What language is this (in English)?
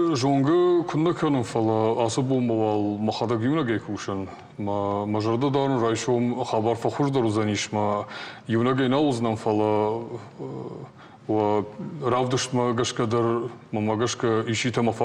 Ossetic